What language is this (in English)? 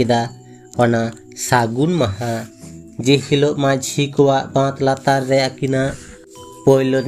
Santali